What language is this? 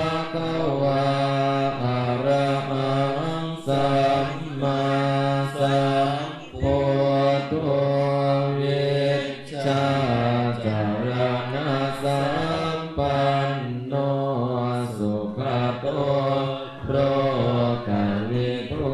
Pali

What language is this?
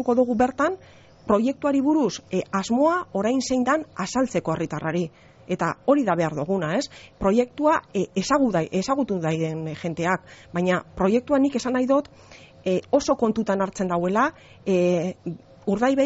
Basque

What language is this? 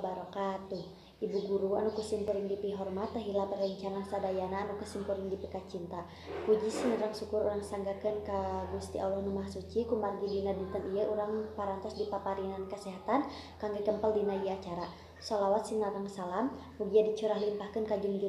Sundanese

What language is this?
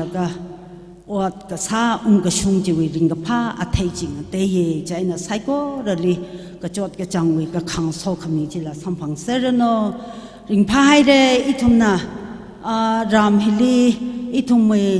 Tangkhul Naga (India)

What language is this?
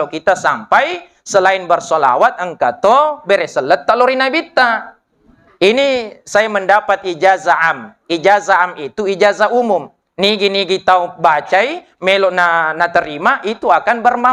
Buginese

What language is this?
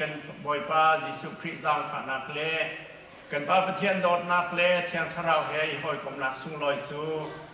Hakha Chin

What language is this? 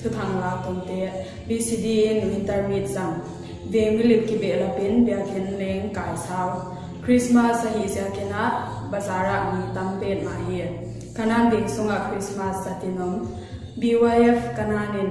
Paite Chin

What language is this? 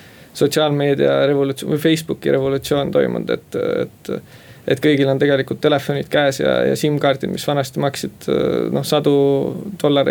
Estonian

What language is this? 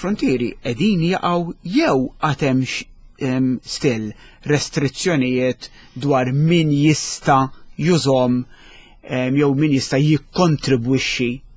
Maltese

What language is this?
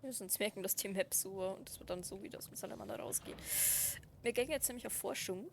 Bavarian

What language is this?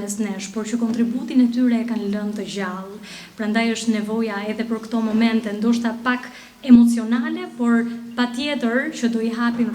Albanian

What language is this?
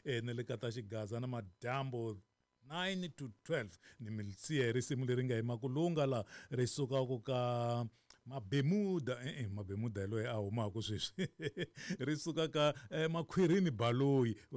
Tsonga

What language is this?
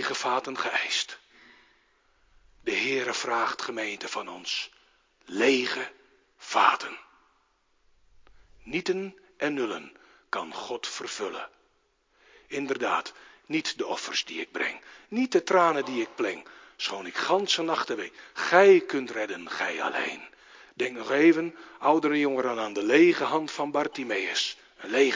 Dutch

